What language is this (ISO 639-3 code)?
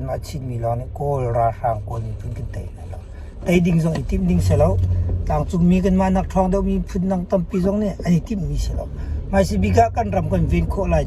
cnh